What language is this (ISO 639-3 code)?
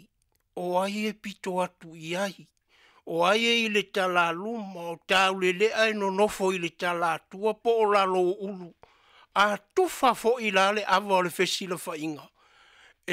smo